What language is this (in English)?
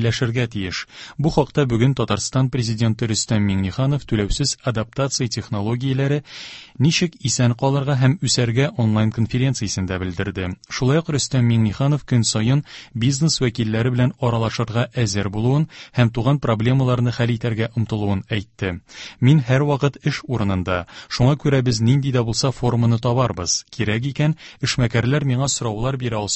Tatar